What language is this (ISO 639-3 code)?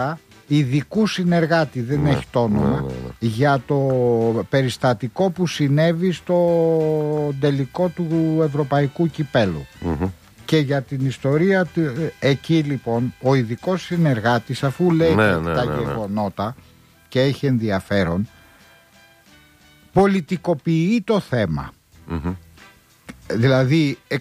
ell